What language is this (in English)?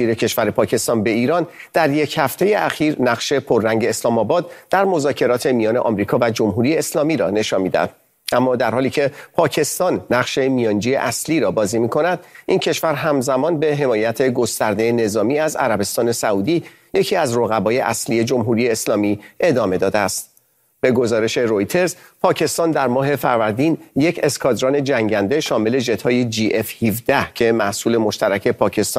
Persian